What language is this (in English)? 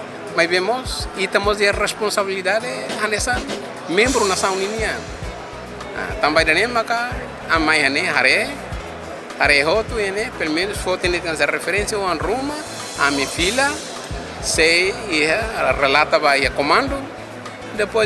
Tetum